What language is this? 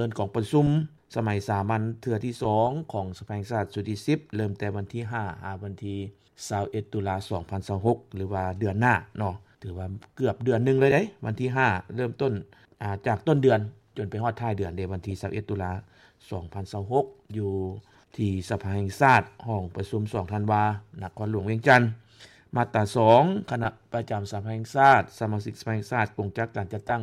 Lao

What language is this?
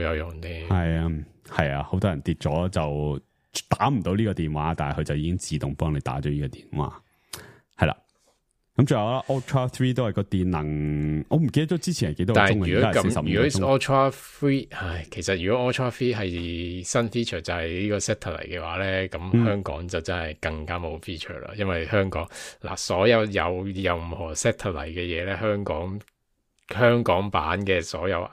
Cantonese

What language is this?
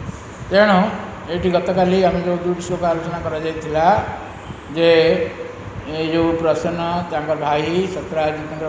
Odia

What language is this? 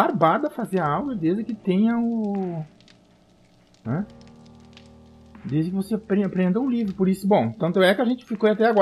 Portuguese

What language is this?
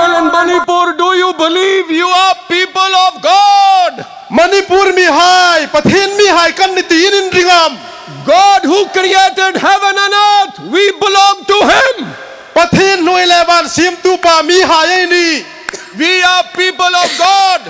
Hmar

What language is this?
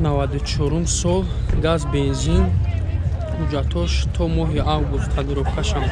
Tajik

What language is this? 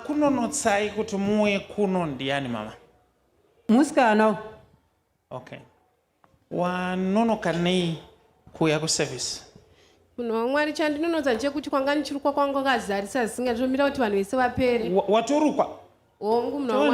Shona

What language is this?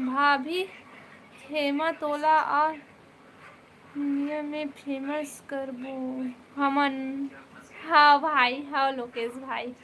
Chhattisgarhi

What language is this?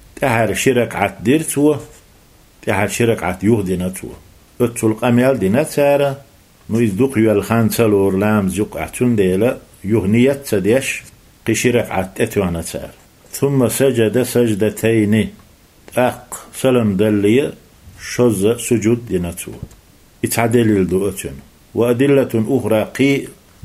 Chechen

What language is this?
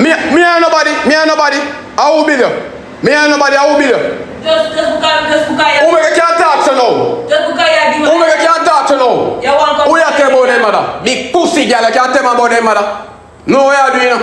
Jamaican Creole English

